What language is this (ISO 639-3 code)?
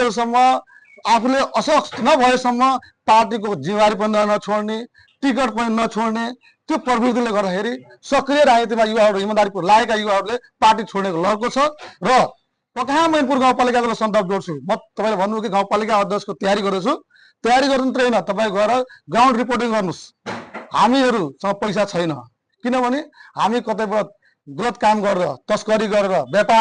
nep